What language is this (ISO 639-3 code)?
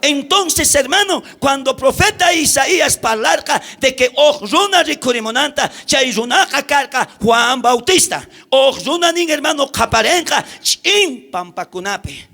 quh